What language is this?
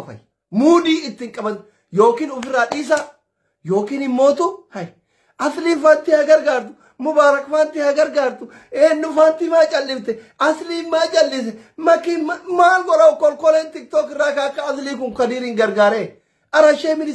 Oromo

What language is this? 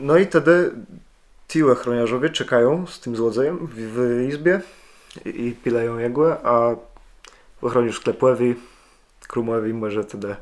Kashubian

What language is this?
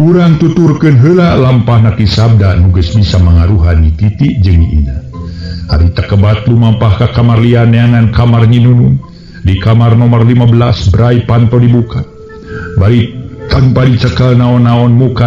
Sundanese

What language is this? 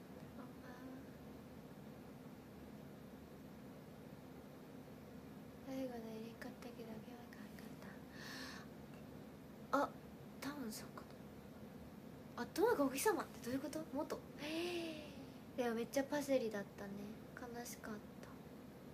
Japanese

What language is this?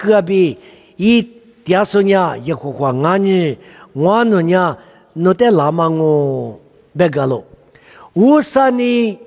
Lisu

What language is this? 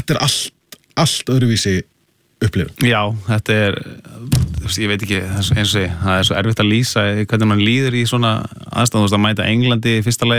Icelandic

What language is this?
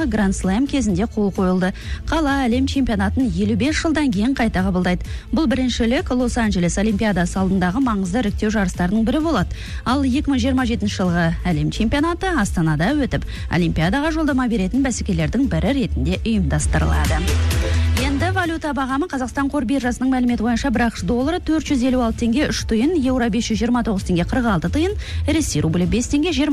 Kazakh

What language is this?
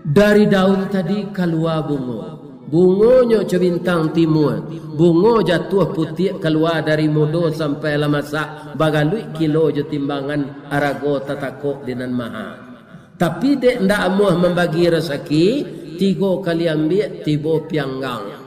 Minangkabau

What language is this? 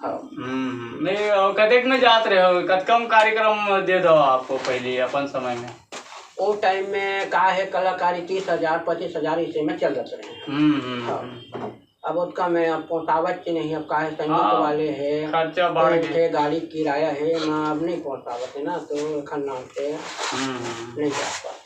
Chhattisgarhi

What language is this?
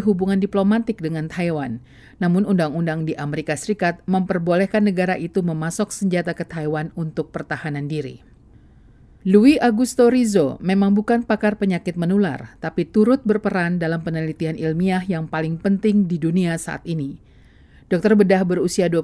Indonesian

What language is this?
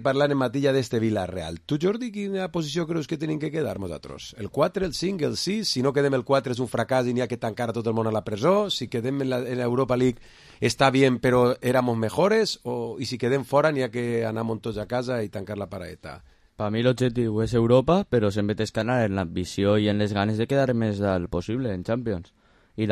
Catalan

